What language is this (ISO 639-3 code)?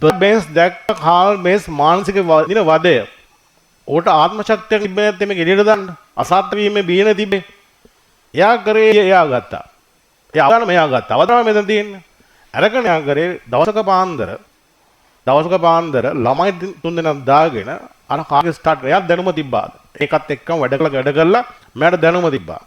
sin